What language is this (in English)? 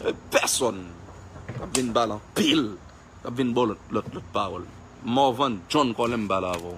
Haitian Creole